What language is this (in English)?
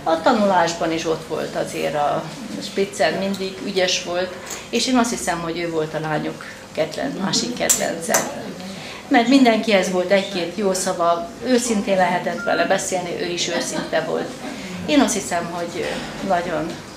Hungarian